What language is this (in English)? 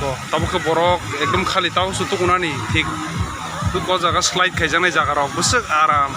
Kok Borok